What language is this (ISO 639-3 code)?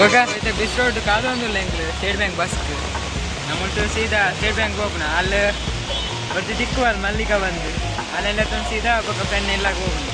tcy